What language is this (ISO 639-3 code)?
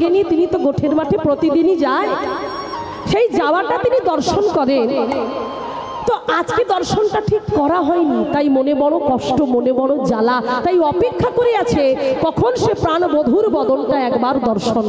ben